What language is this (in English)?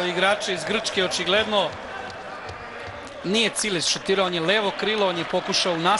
Serbian